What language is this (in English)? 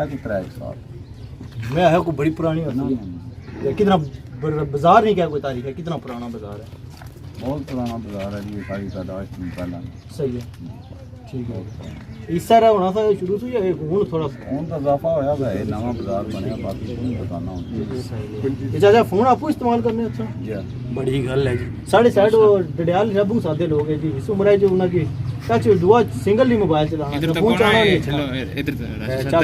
Pahari-Potwari